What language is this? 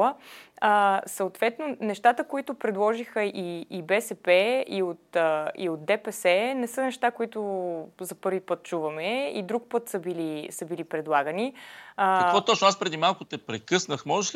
Bulgarian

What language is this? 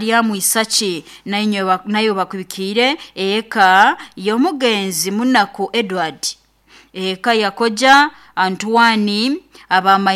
Nyoro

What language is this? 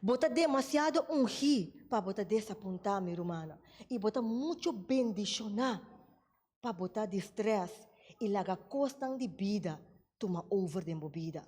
Papiamento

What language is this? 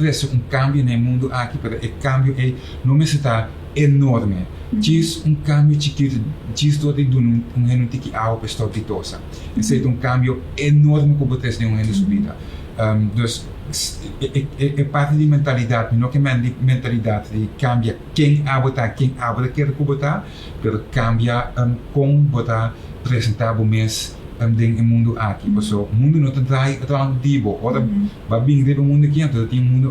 Papiamento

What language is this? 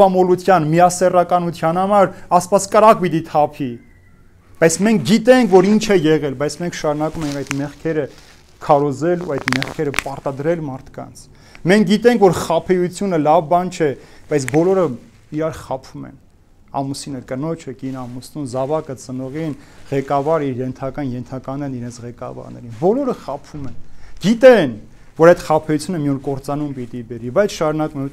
Armenian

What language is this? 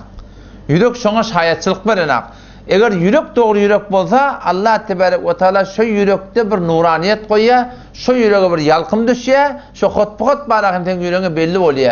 Turkmen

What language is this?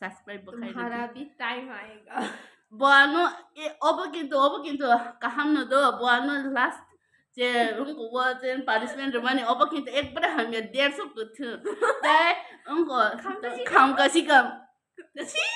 Kok Borok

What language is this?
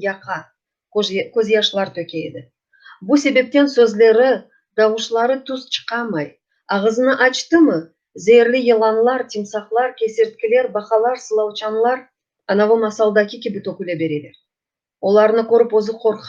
Crimean Tatar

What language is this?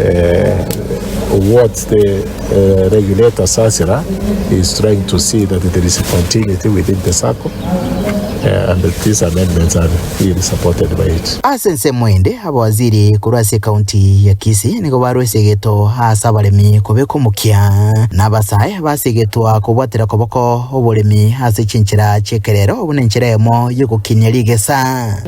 Gusii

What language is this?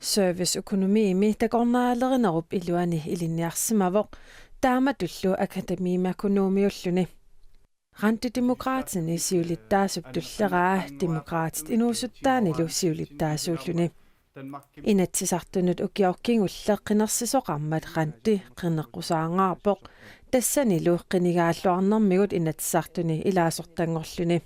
Kalaallisut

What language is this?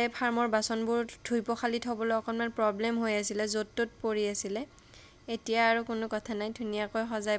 Assamese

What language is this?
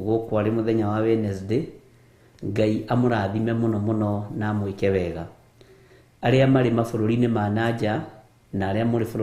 Kikuyu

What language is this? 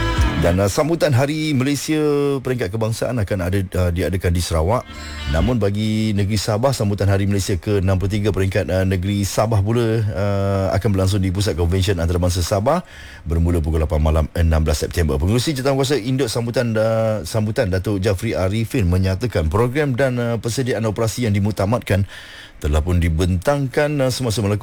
Malay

